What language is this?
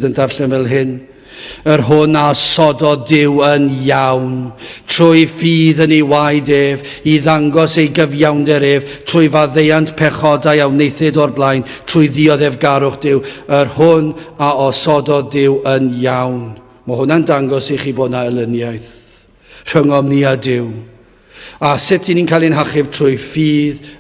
Welsh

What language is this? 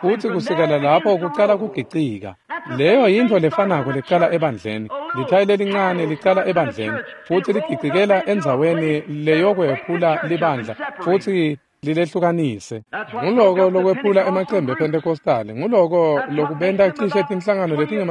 Swati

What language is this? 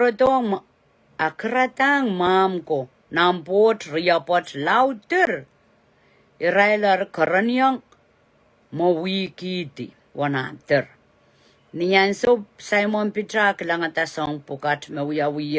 Pohnpeian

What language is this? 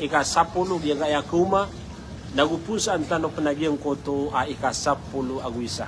Maranao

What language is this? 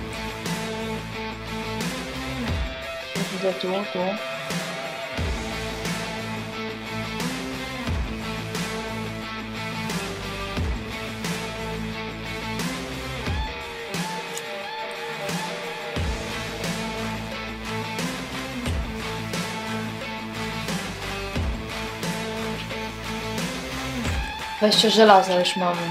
Polish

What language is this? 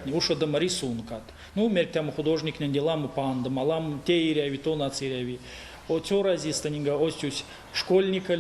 Erzya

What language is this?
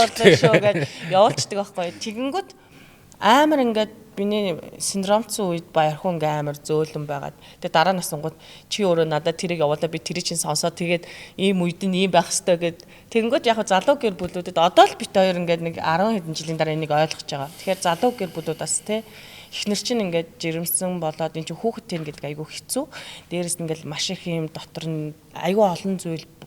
Mongolian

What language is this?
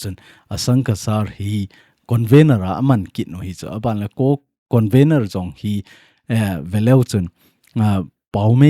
Thado Chin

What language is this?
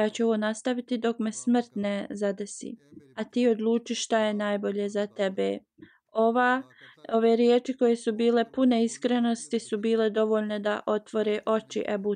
Bosnian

